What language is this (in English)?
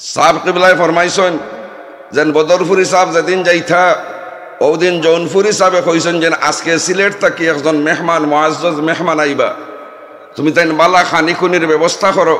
Sylheti